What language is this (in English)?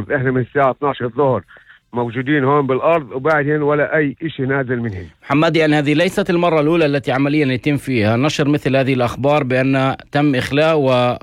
North Levantine Arabic